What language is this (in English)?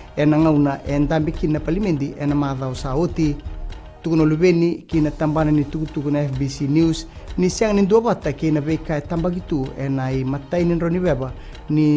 Fijian